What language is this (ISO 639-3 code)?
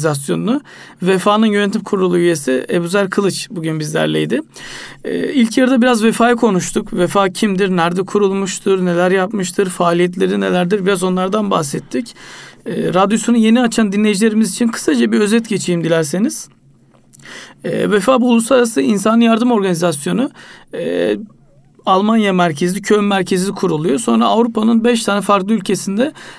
tur